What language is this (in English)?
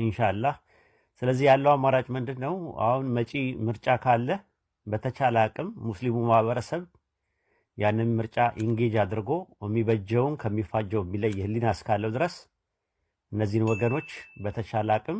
Amharic